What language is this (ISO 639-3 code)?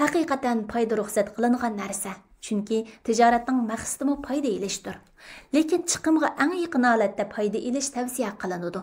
uig